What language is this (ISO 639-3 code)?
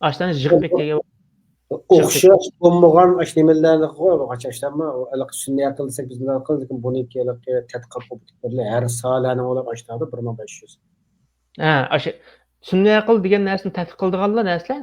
uig